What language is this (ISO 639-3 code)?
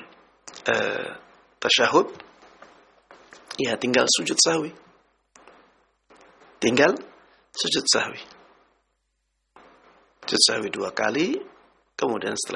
ind